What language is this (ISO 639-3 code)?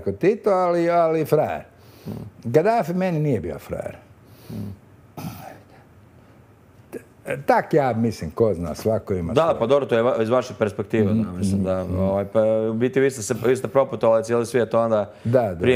hrv